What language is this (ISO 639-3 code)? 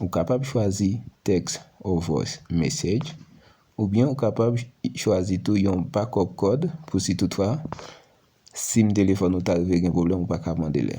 hat